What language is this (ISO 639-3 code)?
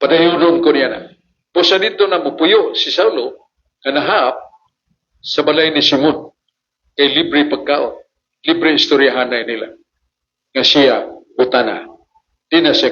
ceb